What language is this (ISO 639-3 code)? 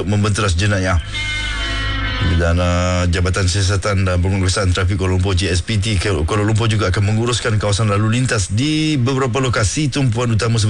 msa